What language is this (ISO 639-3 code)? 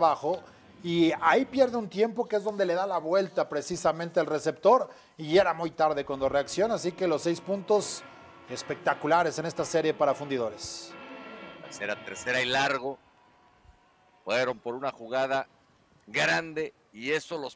spa